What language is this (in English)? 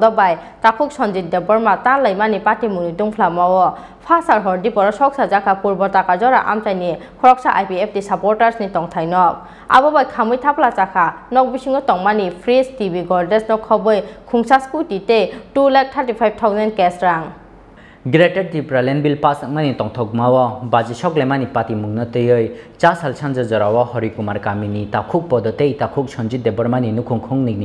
Kok Borok